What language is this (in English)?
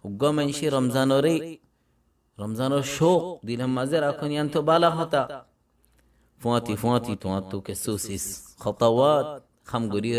Rohingya